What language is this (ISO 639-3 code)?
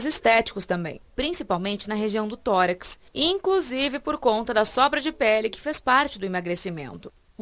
por